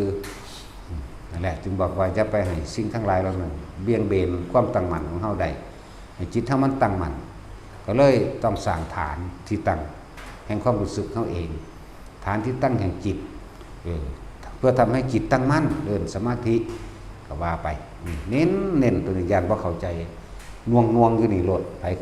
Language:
Lao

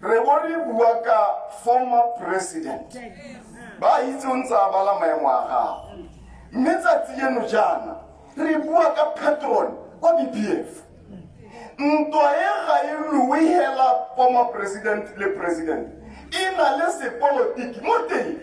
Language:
Tswana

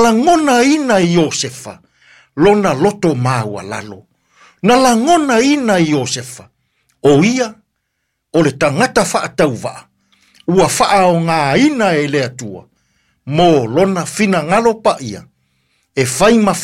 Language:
Samoan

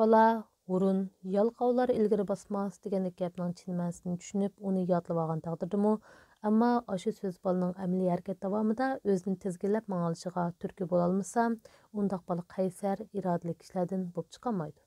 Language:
Uyghur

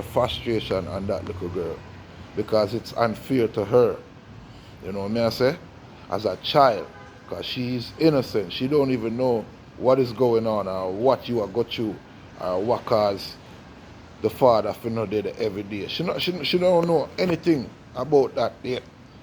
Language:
Jamaican Creole English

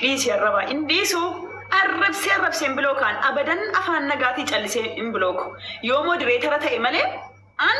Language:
Oromo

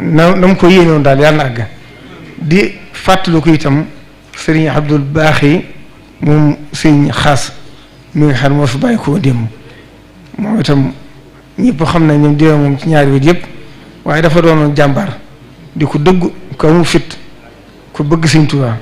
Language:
Wolof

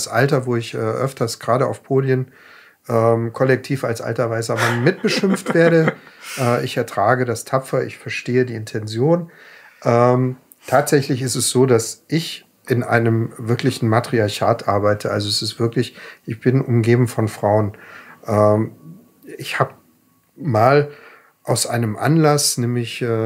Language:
German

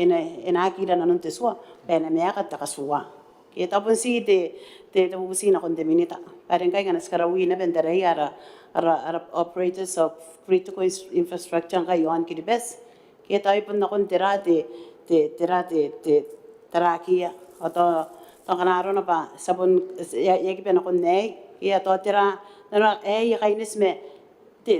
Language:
Gilbertese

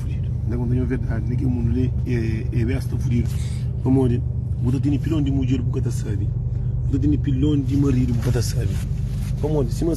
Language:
Kabuverdianu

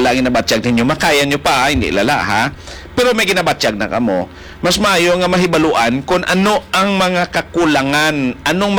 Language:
Hiligaynon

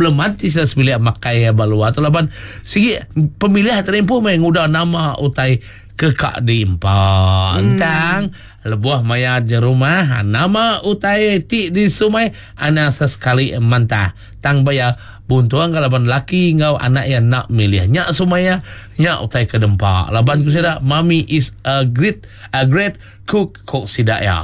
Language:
Iban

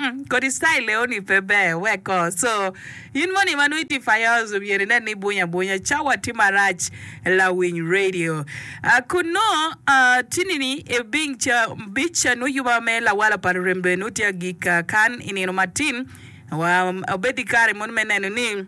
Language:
Acoli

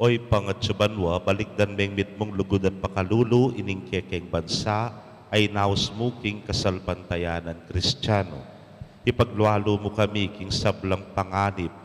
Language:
Pampanga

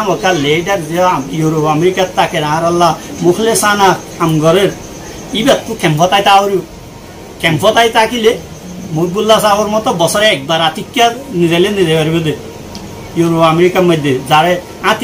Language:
Rohingya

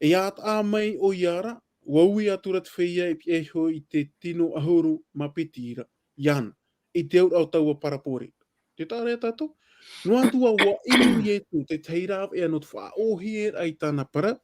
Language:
Tahitian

